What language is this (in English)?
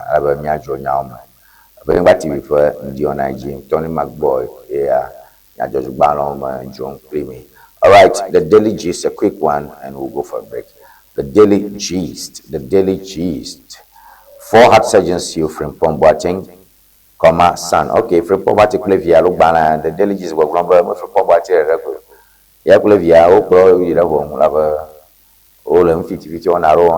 Ewe